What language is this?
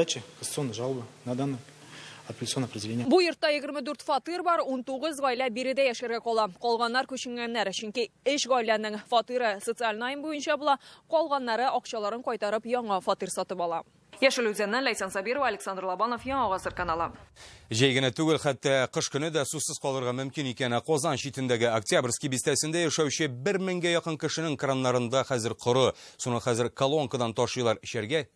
Tatar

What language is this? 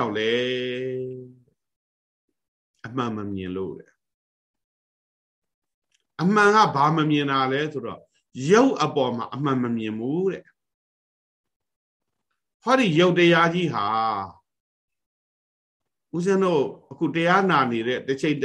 Burmese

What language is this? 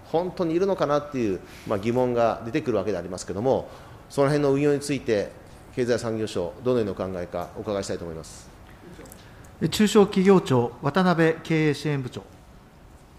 Japanese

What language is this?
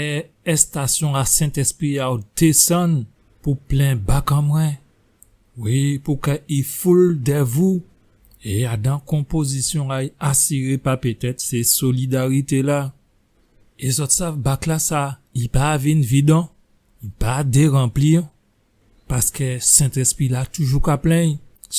Guadeloupean Creole French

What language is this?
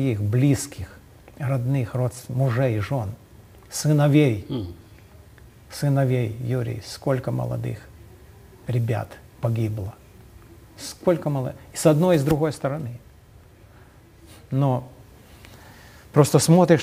Russian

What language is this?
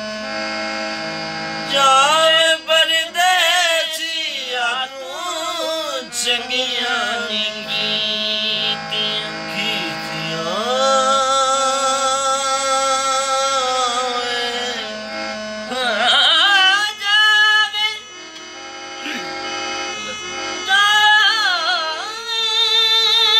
Punjabi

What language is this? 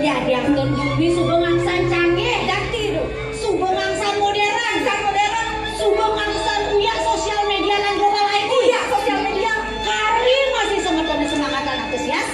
Balinese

